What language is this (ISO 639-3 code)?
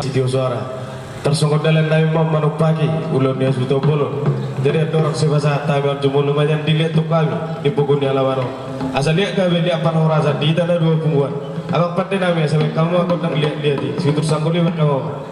bbc